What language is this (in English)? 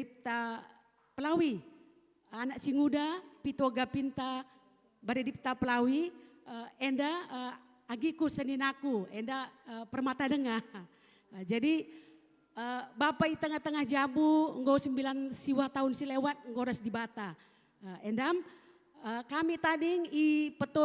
Batak Karo